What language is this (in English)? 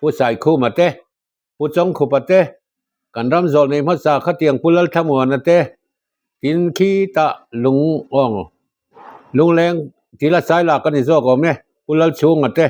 Mizo